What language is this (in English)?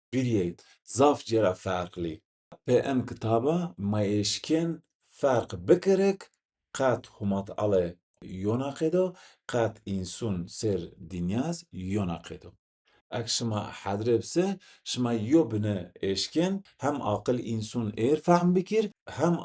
Zaza